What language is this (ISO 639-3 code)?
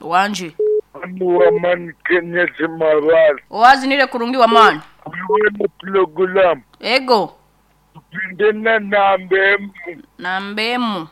nyo